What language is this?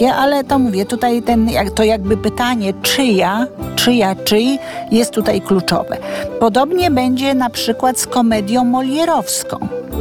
Polish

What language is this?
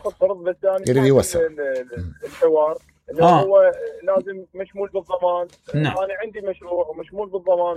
Mesopotamian Arabic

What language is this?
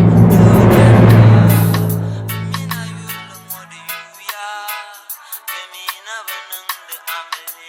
Dagbani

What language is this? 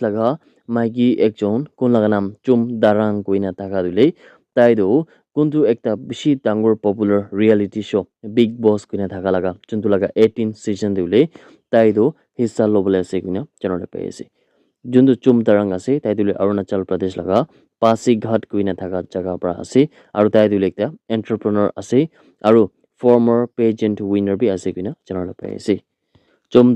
Naga Pidgin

